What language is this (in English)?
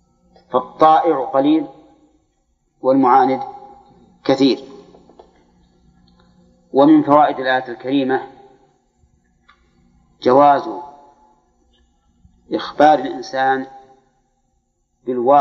Arabic